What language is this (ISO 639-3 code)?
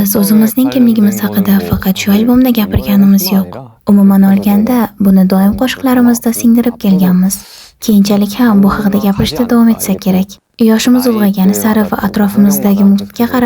uzb